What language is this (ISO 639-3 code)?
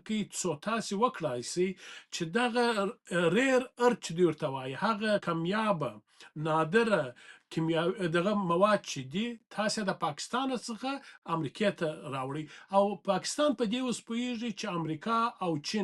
pus